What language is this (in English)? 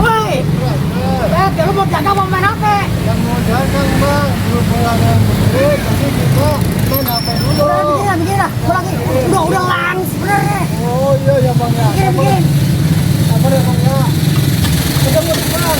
Betawi